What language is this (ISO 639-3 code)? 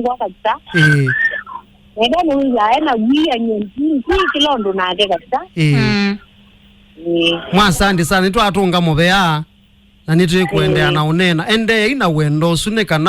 kam